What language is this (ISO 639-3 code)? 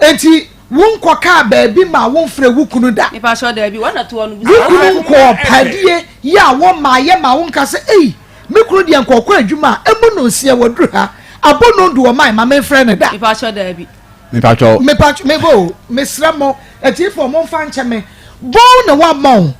aka